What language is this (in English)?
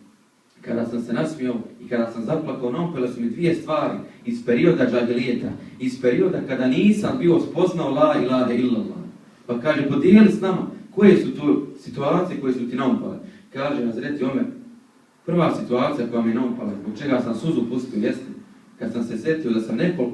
Bosnian